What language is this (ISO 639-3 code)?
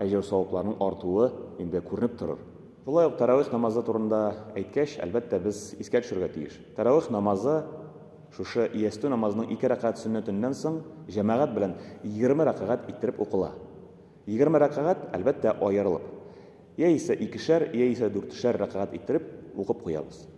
tat